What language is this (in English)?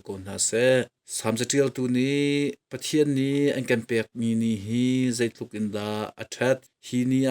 Hakha Chin